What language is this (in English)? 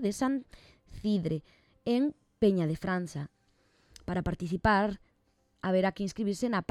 Galician